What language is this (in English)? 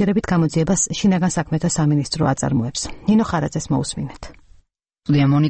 Georgian